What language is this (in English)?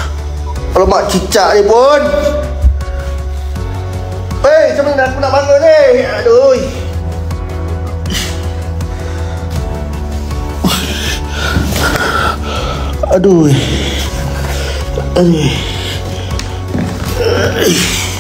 Malay